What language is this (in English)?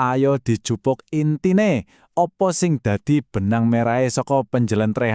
Javanese